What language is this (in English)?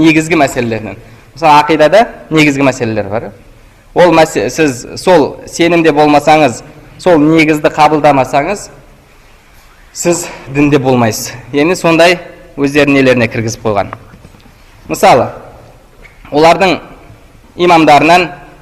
Kazakh